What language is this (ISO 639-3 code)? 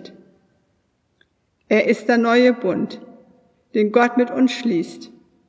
deu